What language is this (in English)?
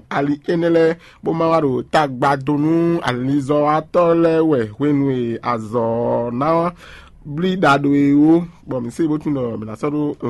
Fon